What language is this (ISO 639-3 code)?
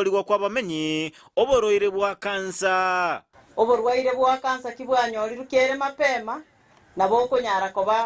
guz